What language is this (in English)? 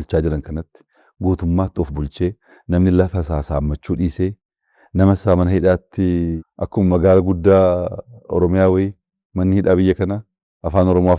Oromo